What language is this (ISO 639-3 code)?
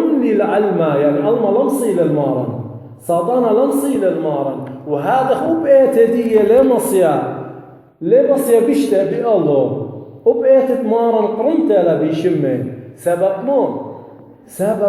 aii